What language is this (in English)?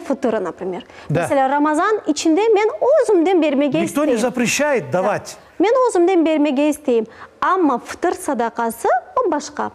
Crimean Tatar